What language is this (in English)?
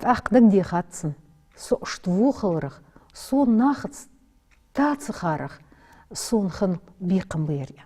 Ingush